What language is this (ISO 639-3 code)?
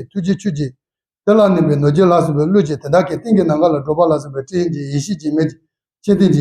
bod